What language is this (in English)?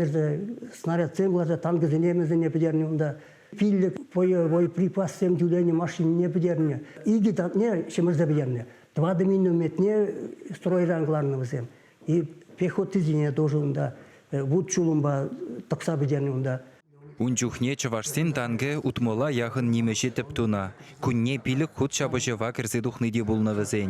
Chuvash